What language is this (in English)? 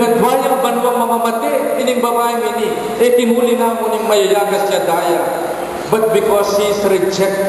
Pampanga